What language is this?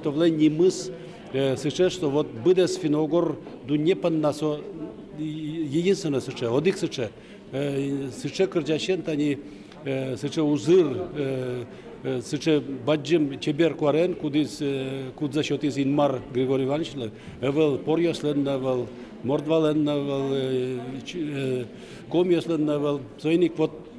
Udmurt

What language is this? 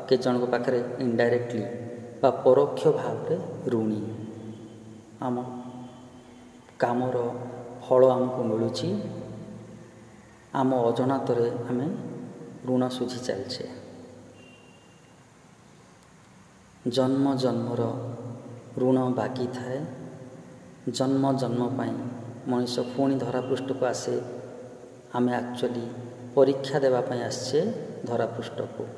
Odia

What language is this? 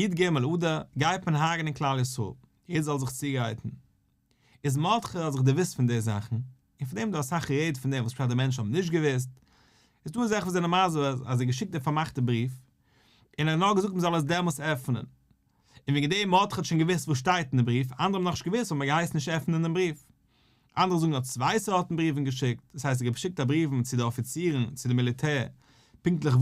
Yiddish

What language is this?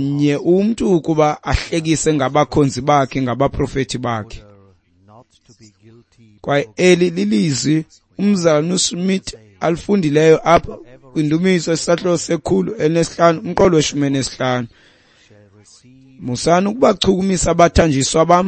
Xhosa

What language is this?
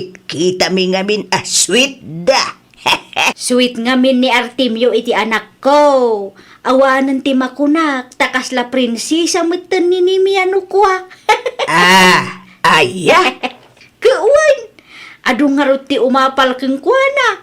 Iloko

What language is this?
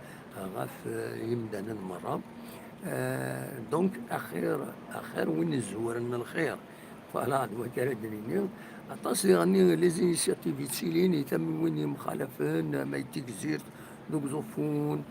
Kabyle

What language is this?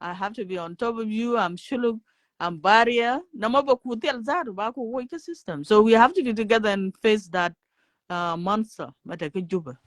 Nuer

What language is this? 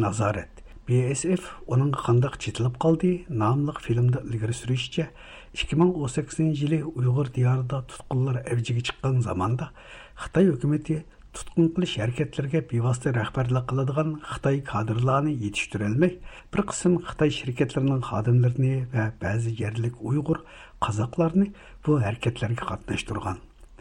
Uyghur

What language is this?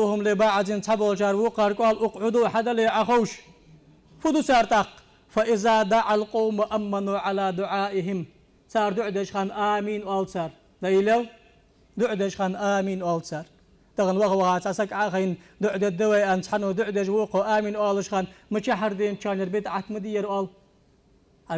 Ingush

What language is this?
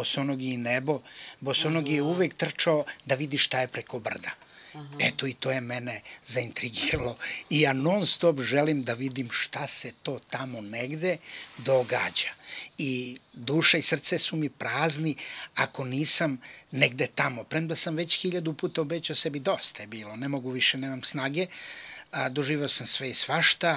Serbian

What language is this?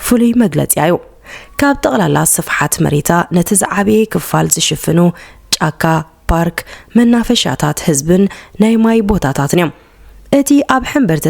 Tigrinya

